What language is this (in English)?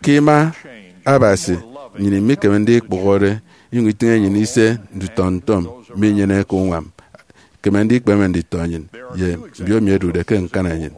Efik